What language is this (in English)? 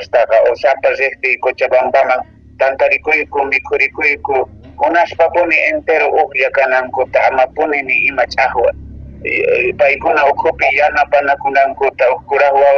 Quechua